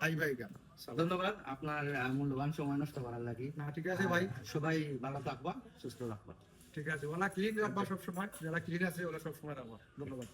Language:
Sylheti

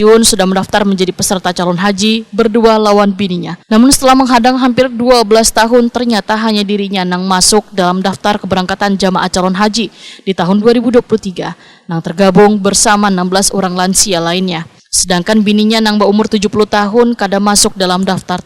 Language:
Banjar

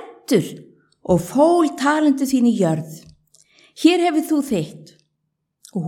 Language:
Icelandic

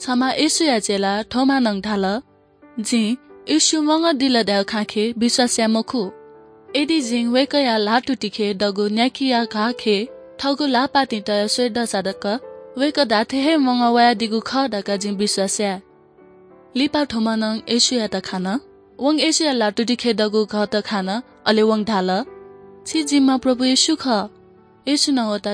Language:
Newari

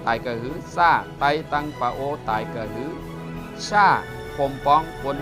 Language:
Shan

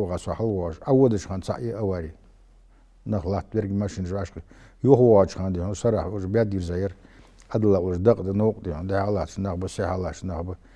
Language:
Ingush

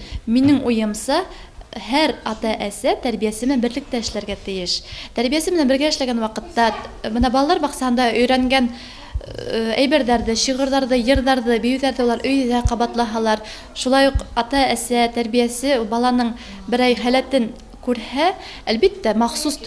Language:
Bashkir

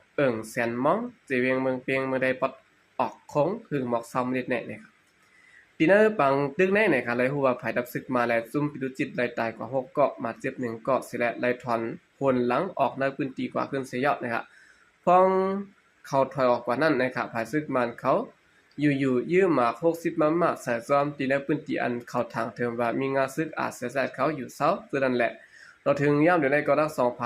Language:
Shan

